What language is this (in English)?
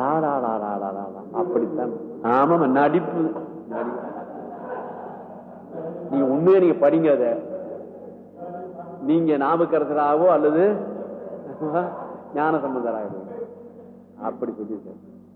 Tamil